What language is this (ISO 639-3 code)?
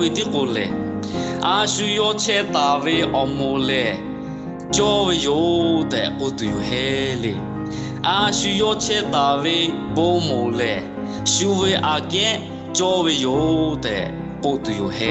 lhu